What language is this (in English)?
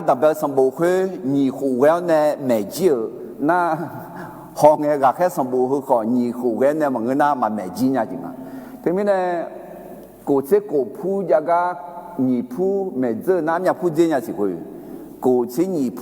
Akha